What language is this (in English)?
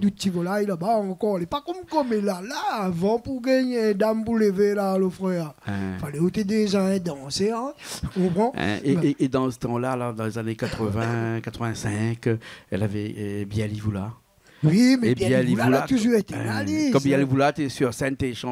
Réunion Creole French